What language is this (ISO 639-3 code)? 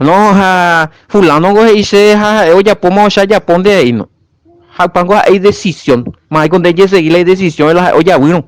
grn